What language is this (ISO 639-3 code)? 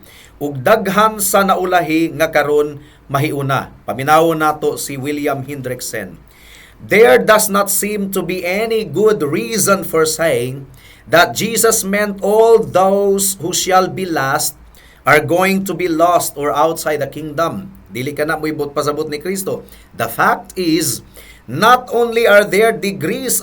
ceb